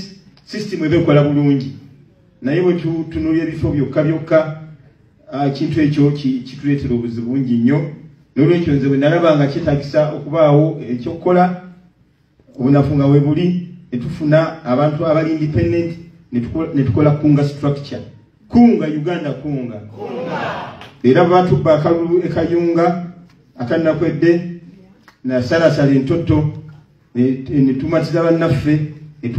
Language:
Ganda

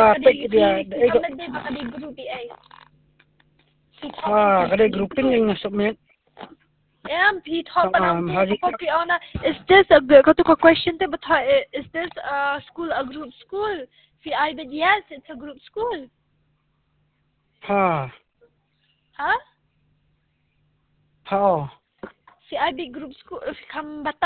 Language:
Khasi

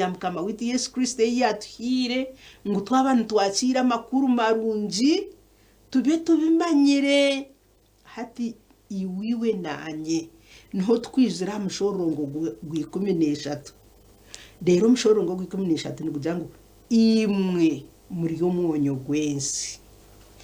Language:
Nyankole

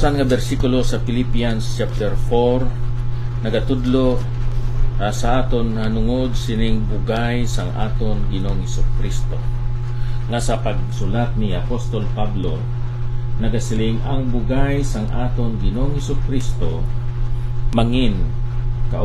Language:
Hiligaynon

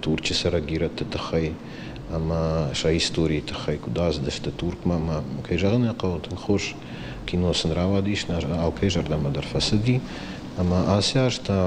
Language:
Ossetic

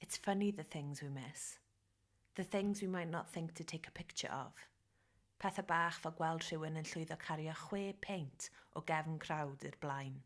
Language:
Welsh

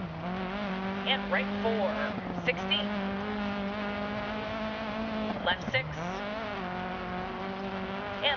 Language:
Bulgarian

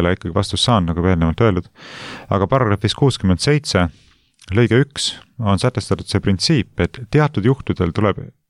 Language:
Estonian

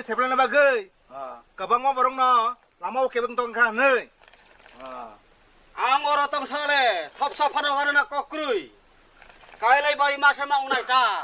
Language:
Kok Borok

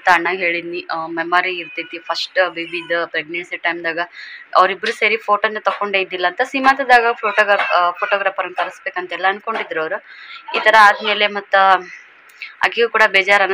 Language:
Kannada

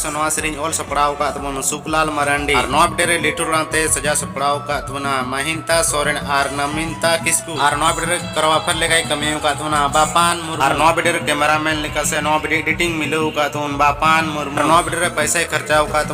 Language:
Santali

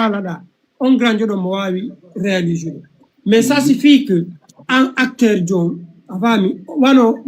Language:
Fula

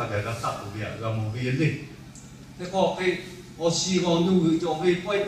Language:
Lahu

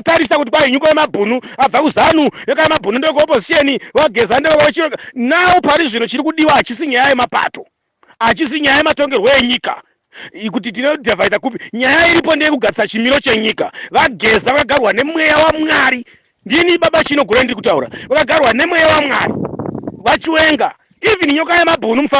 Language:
Shona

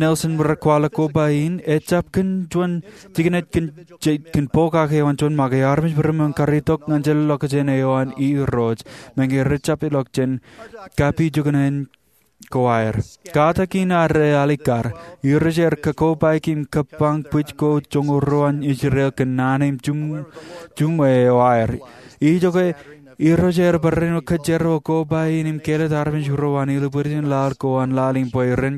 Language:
Marshallese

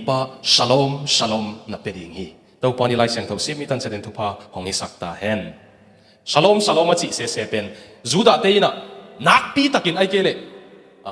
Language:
Tedim Chin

